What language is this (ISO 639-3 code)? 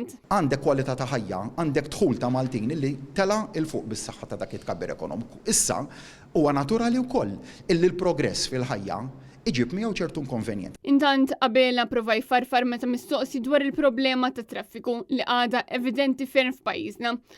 mlt